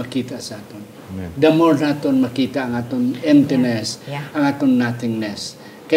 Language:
Hiligaynon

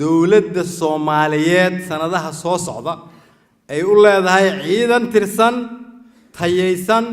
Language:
Somali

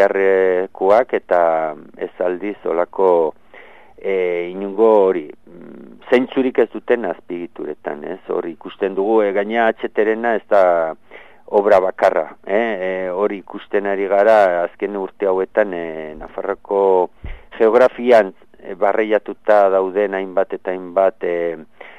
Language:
Basque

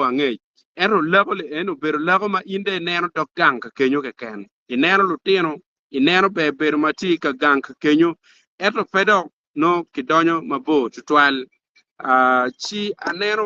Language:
Acoli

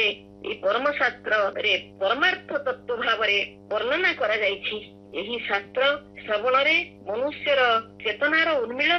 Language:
Odia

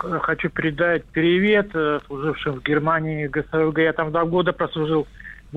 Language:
Russian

